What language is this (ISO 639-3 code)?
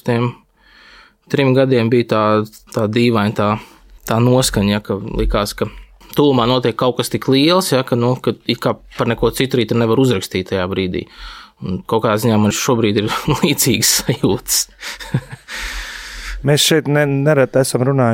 lav